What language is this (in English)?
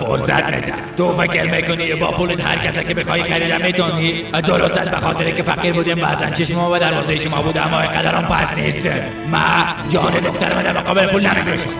Persian